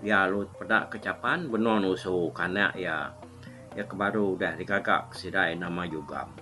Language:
Iban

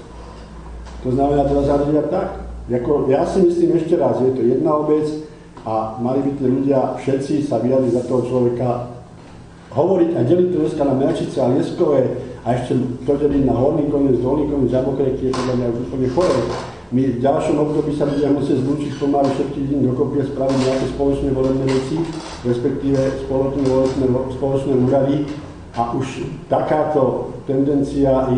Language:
Slovak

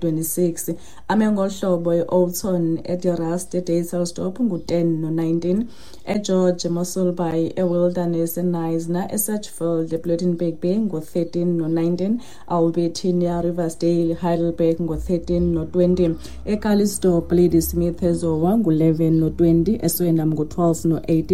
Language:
Xhosa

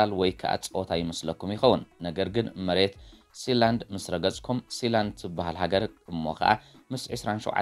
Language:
Tigrinya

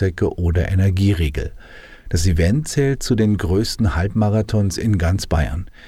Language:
German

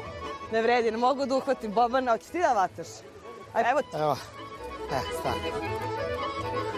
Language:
Serbian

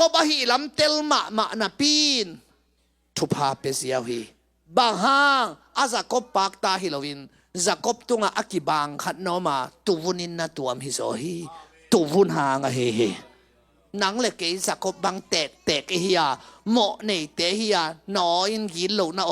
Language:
Tedim Chin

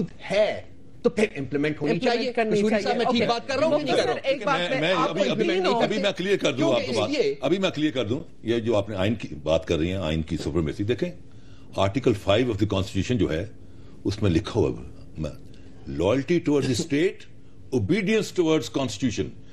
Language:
Urdu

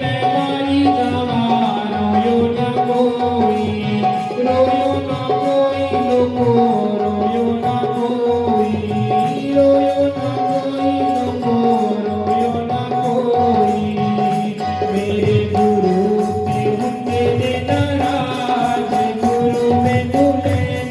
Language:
Dogri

